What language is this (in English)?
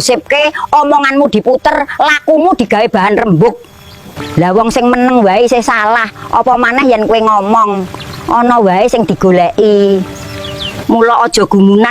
Javanese